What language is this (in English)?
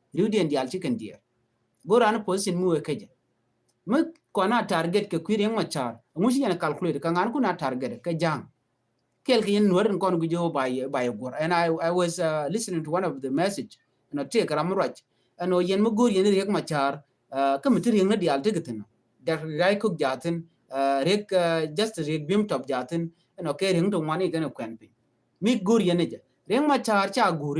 Nuer